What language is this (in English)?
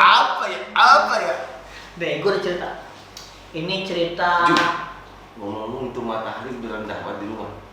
Betawi